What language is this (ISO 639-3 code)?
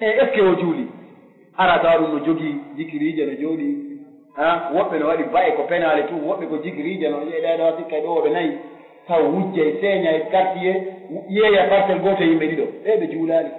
fuf